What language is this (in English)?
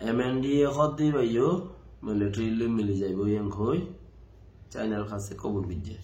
Rohingya